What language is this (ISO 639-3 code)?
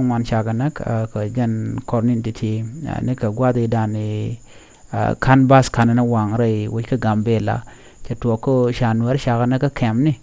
nus